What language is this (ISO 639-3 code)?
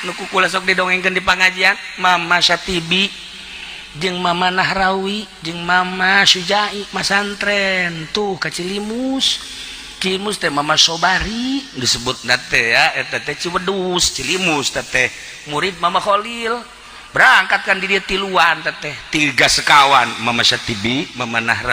sun